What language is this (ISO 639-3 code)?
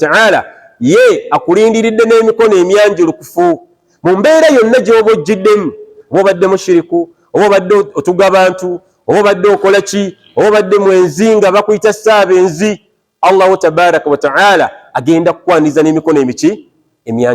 lug